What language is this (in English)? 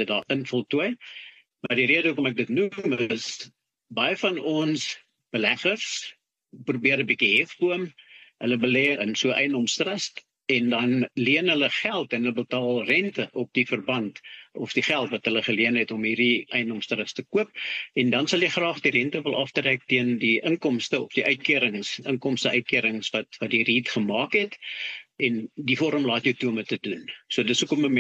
Afrikaans